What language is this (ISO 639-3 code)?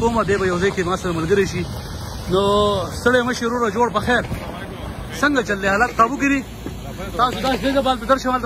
pus